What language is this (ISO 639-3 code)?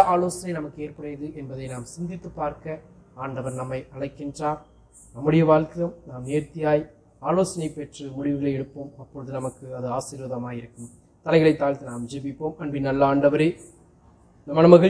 tam